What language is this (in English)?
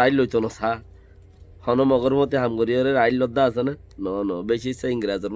Rohingya